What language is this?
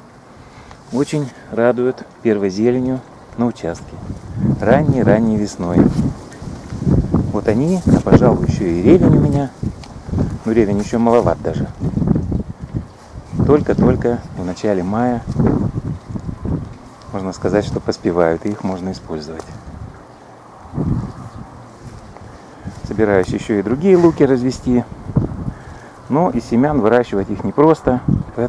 Russian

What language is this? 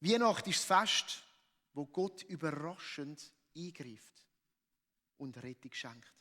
Swiss German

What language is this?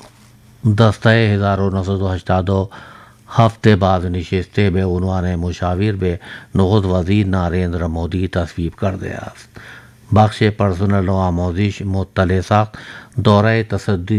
Urdu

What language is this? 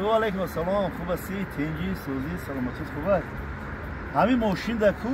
Tajik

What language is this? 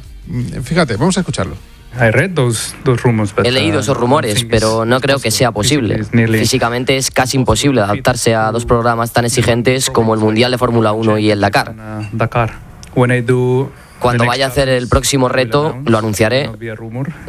Spanish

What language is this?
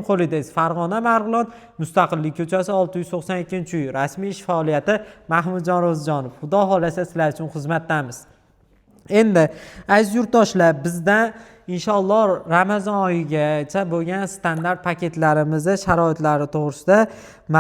Uzbek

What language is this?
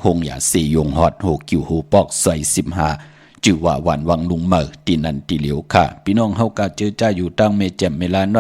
Shan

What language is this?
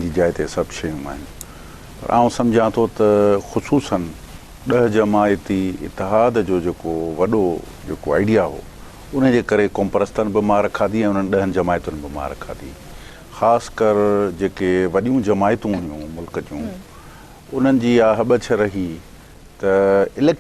Sindhi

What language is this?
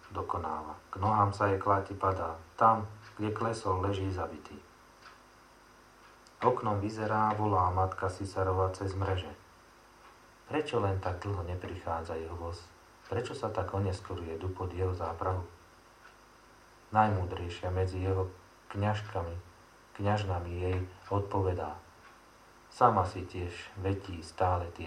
Slovak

